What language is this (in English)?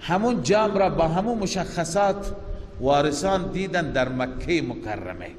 Persian